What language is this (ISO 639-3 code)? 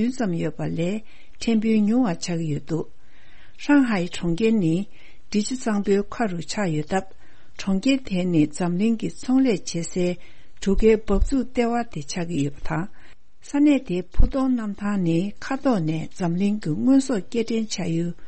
bod